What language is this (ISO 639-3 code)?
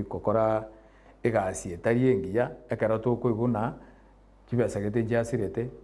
guz